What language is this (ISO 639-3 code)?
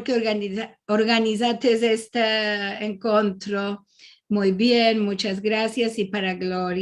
lad